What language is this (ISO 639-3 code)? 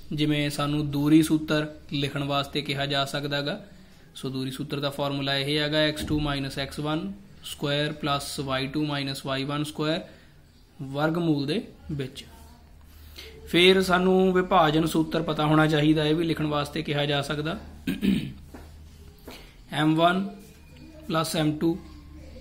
pan